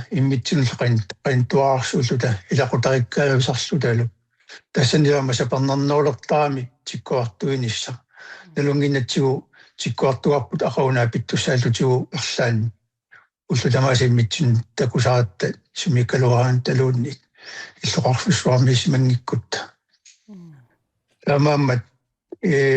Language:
Kalaallisut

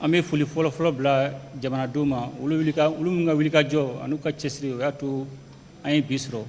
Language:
Bambara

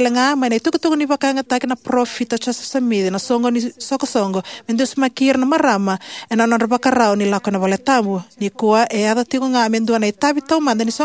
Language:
Fijian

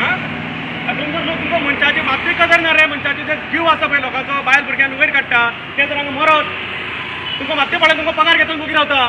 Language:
Konkani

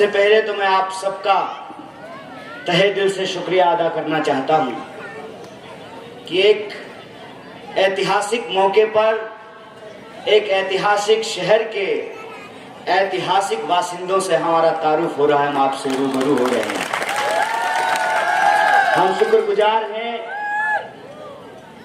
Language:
Hindi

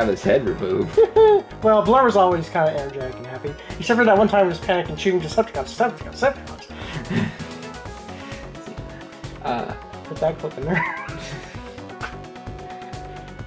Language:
English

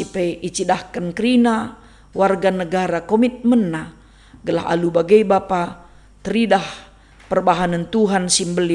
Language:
Batak Karo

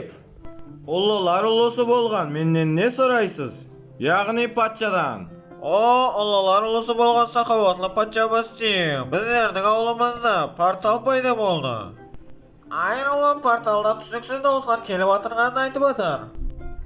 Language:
Kara-Kalpak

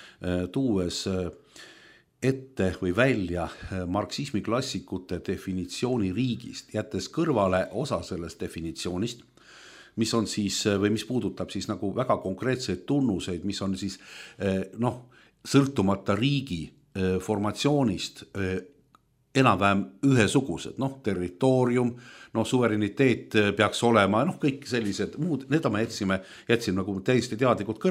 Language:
Estonian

